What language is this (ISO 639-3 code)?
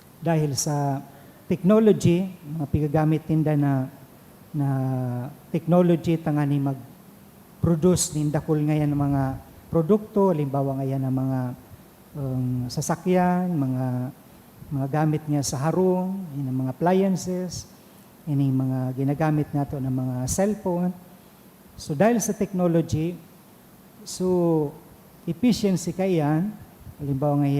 bik